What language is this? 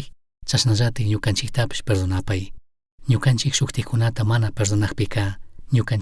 Chimborazo Highland Quichua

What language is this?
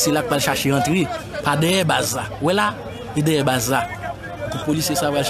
Haitian Creole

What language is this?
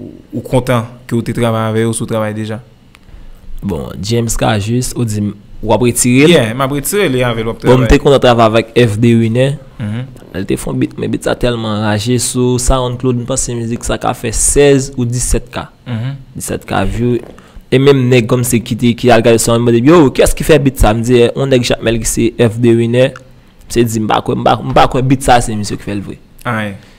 Haitian Creole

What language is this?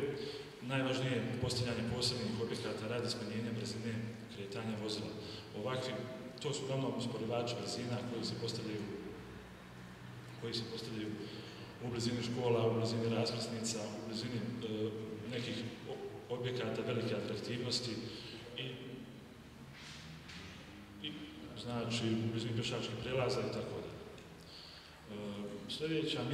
Bosnian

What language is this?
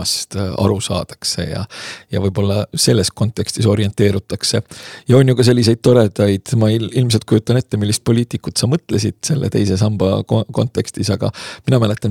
Estonian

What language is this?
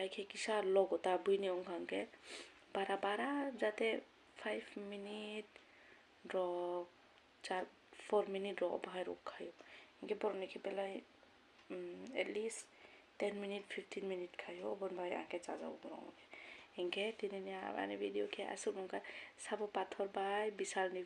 Kok Borok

